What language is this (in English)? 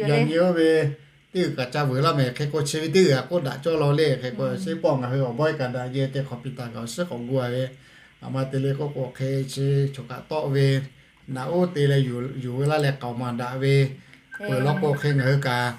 Lahu